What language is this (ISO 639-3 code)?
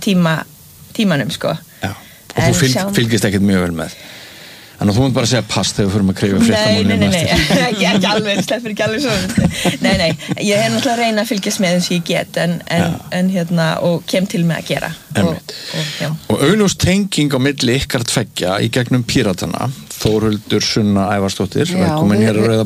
isl